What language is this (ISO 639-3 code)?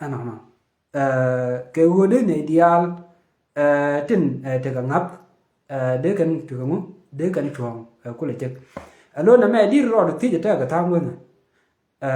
nus